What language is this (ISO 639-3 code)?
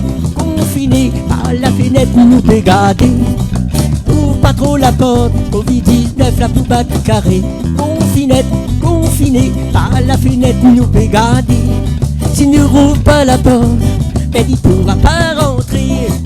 rcf